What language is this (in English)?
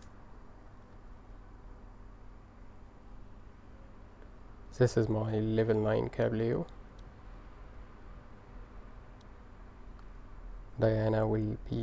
English